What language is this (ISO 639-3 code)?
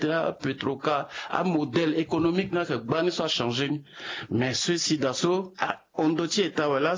sag